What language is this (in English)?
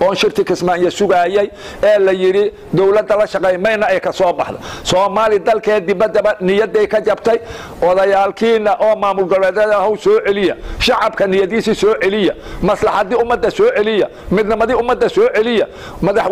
Somali